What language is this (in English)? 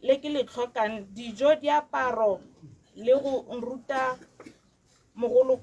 Tswana